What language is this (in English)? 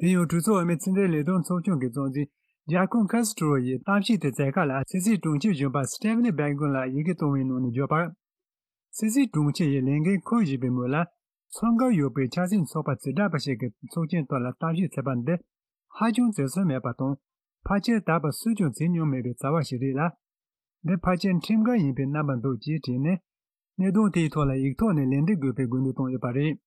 Tibetan